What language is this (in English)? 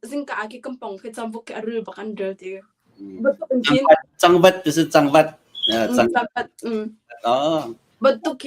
Hakha Chin